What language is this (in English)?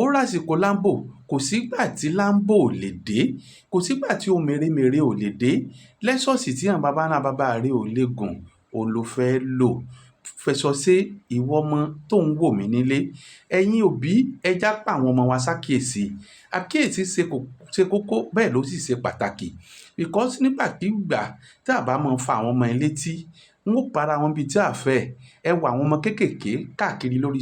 Yoruba